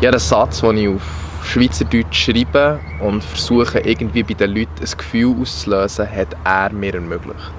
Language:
Swiss German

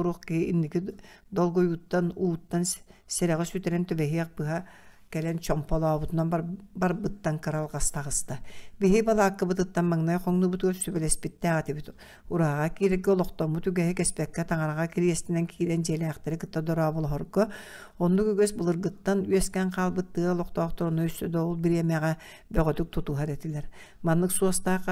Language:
Yakut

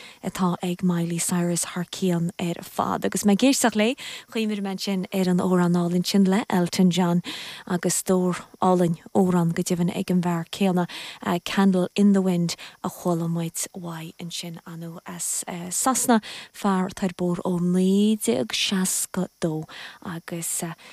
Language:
Irish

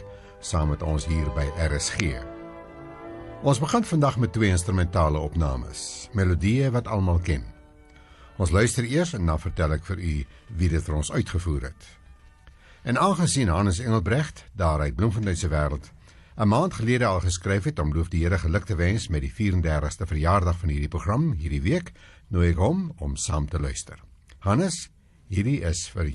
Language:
Afrikaans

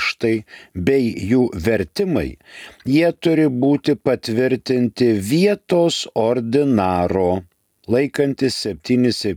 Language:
Lithuanian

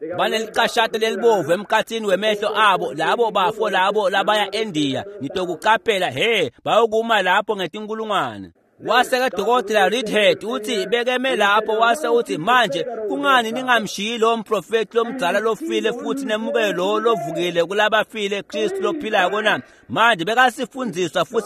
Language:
Swati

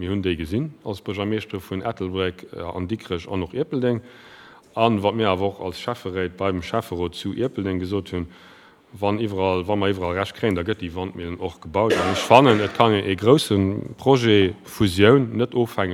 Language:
Luxembourgish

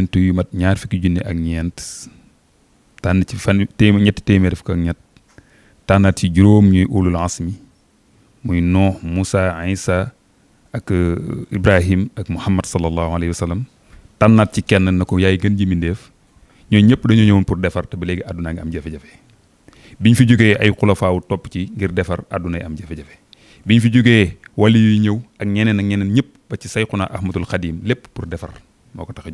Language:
Wolof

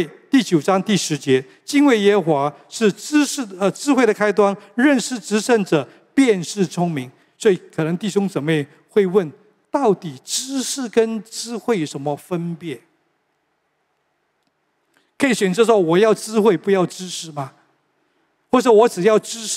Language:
Chinese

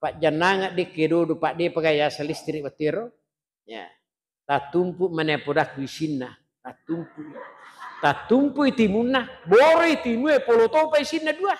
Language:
Buginese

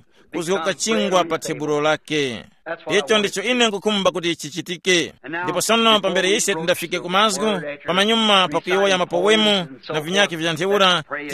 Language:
Tumbuka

